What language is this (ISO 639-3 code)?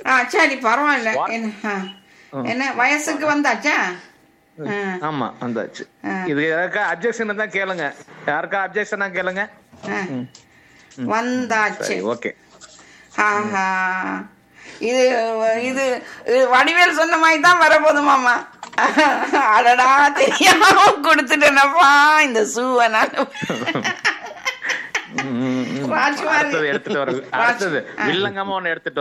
tam